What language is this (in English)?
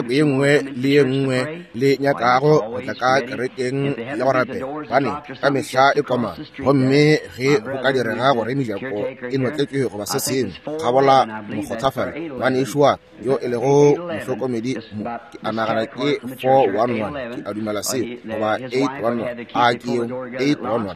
Northern Sotho